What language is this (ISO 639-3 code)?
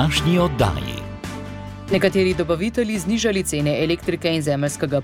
slv